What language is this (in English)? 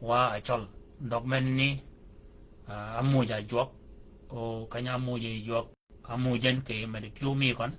Shilluk